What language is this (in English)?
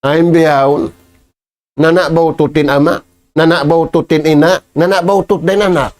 Tausug